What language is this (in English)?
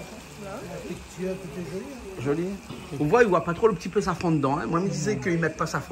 Réunion Creole French